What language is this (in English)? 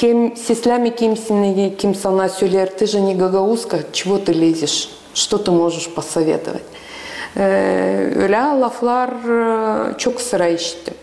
Gagauz